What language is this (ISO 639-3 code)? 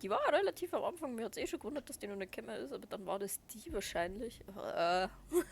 bar